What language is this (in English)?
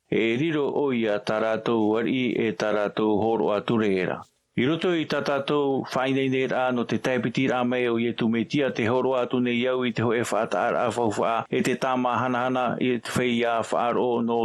Tahitian